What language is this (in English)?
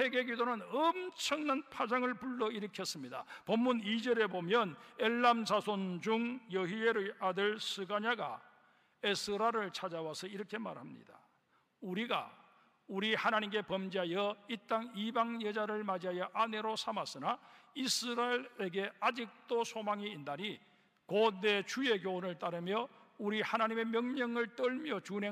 Korean